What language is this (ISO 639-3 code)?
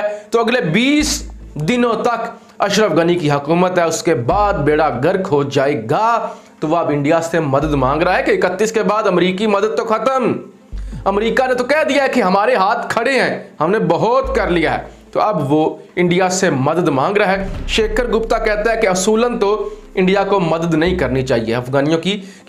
hin